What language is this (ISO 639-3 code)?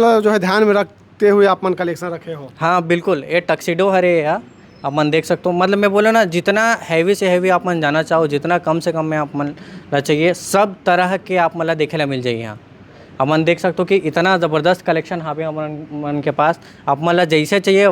hne